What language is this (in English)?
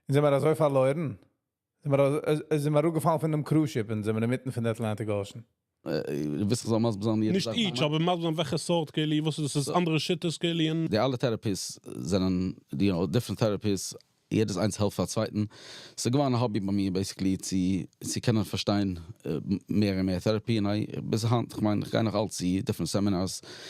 Yiddish